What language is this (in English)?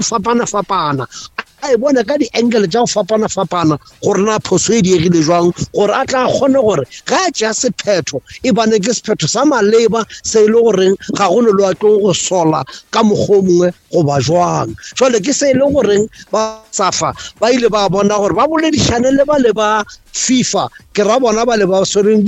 Northern Sotho